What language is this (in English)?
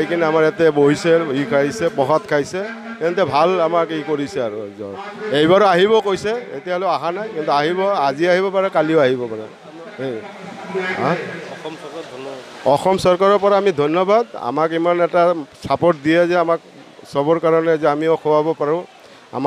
Assamese